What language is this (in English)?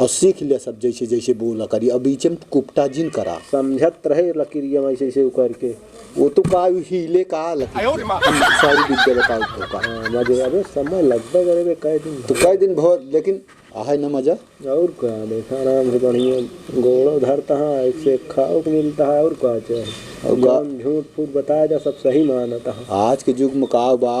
Awadhi